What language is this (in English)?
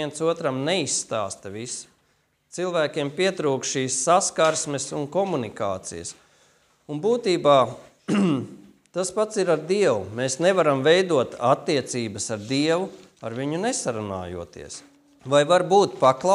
Latvian